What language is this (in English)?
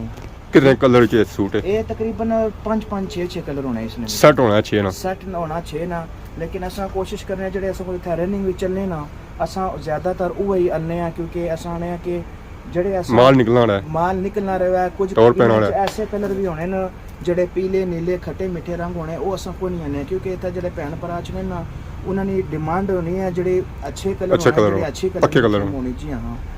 Pahari-Potwari